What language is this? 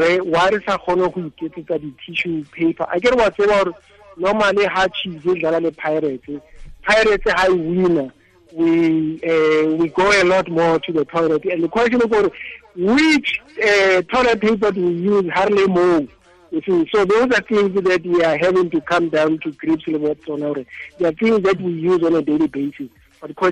Tswana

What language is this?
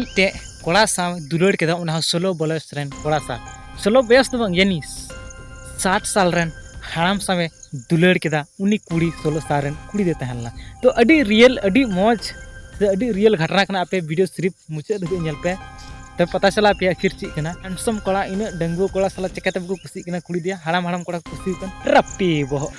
Santali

